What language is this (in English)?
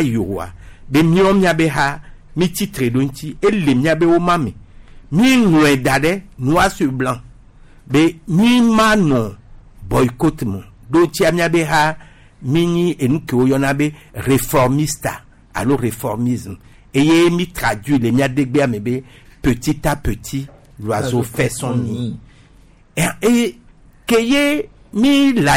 Gen